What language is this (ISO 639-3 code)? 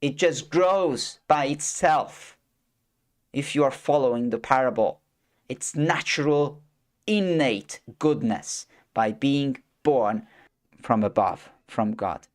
eng